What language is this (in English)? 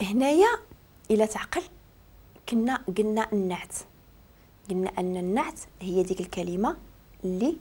Moroccan Arabic